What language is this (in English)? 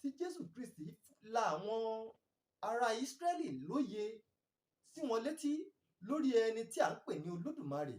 Yoruba